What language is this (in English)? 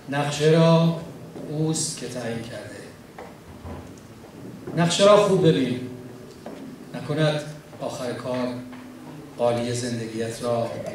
Persian